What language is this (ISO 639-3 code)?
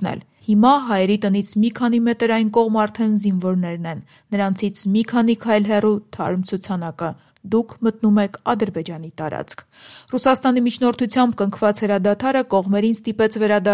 hye